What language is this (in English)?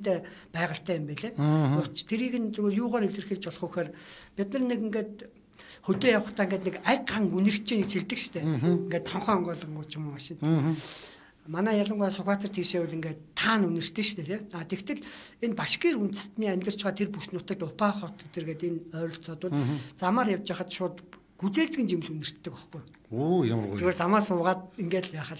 Mongolian